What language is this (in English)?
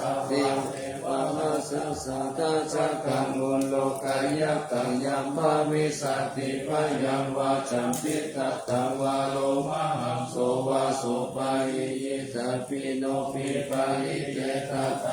Pali